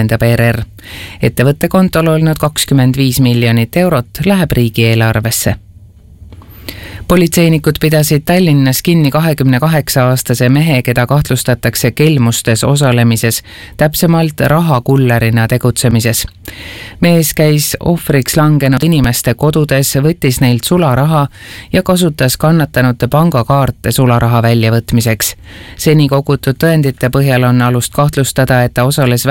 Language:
Estonian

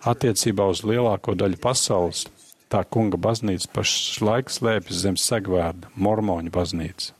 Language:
Latvian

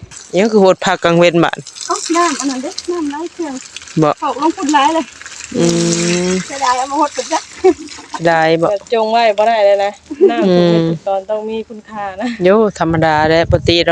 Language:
Northeastern Thai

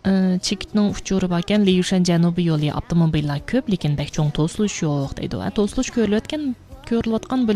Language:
Uyghur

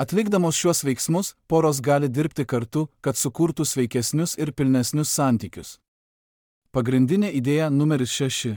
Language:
Lithuanian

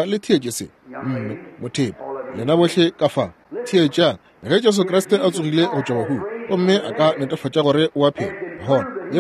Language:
Northern Sotho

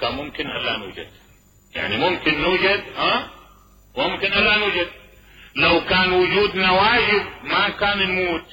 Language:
Mesopotamian Arabic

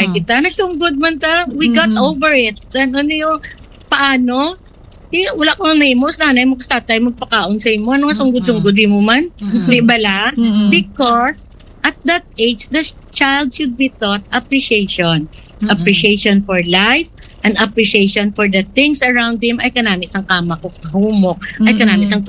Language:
Hiligaynon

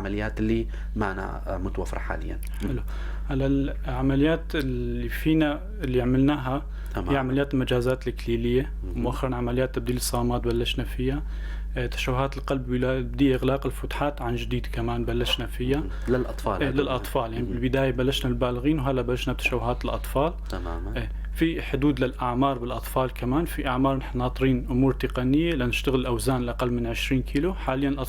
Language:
North Levantine Arabic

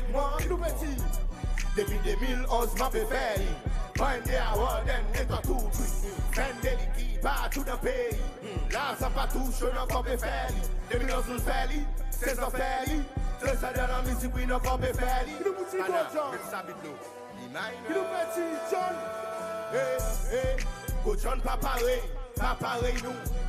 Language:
Seselwa Creole French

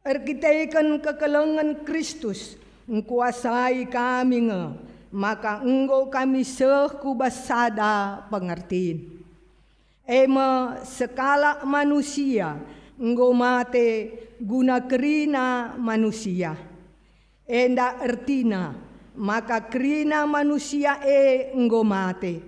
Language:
Batak Karo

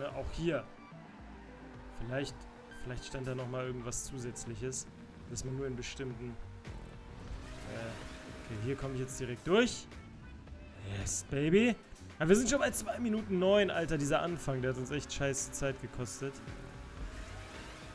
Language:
German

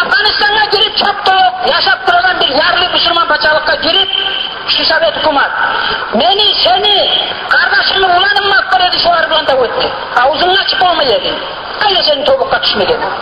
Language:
Kumyk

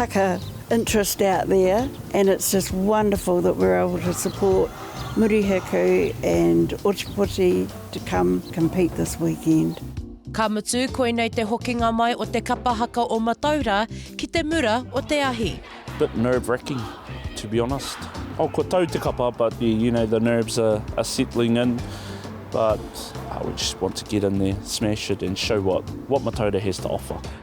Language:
Māori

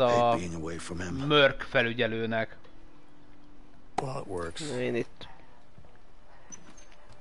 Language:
Hungarian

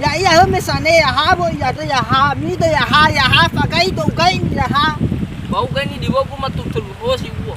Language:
Nias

